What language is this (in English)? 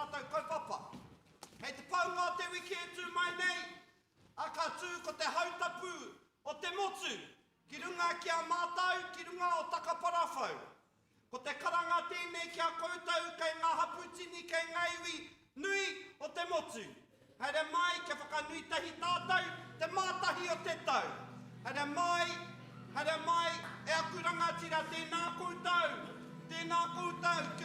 Māori